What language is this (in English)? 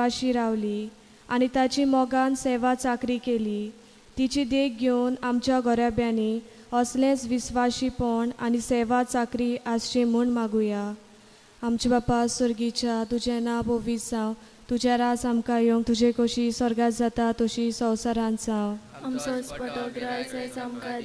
Konkani